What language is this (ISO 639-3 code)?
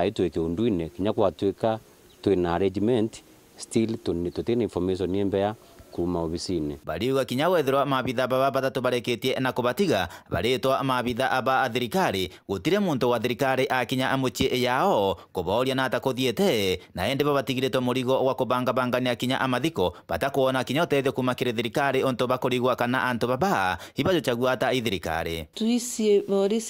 mer